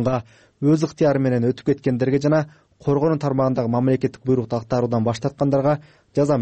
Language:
Kyrgyz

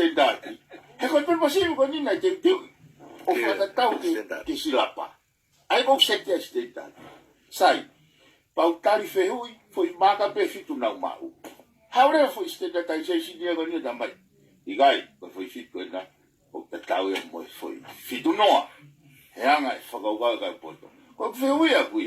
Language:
Tongan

